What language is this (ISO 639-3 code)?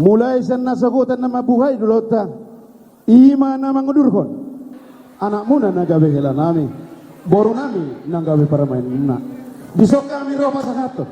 bbc